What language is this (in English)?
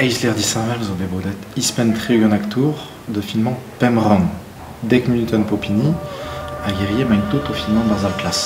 Breton